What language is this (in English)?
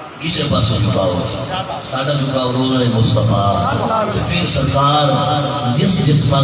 Saraiki